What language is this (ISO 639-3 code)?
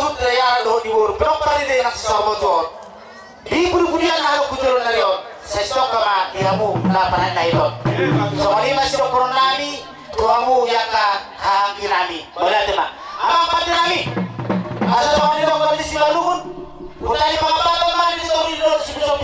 bbc